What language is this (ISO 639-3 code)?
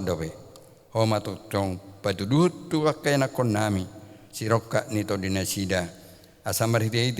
bbc